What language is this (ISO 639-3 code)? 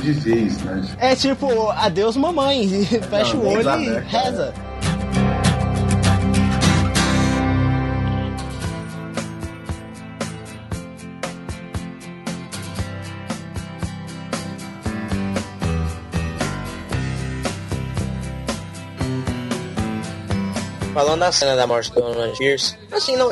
por